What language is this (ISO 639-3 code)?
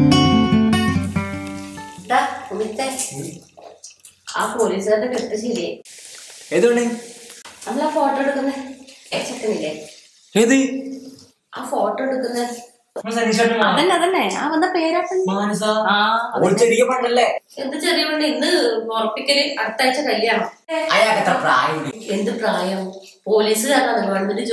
mal